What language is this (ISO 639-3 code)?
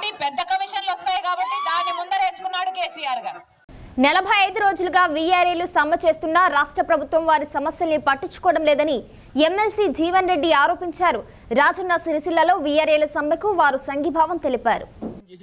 tel